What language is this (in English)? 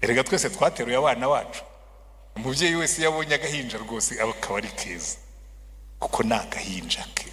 Kinyarwanda